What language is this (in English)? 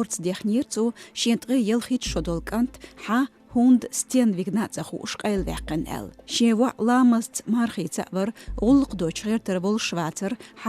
Chechen